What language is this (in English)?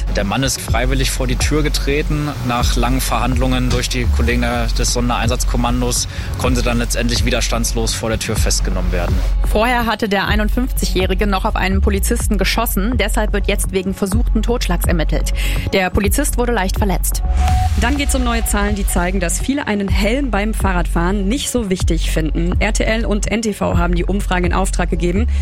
German